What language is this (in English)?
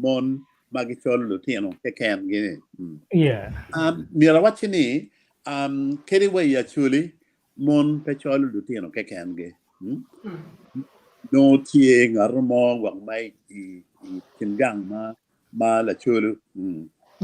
Acoli